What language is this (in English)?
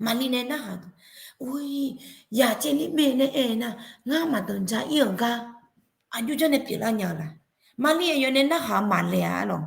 Akha